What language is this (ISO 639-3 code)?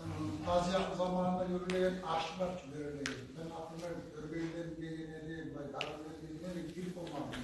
kum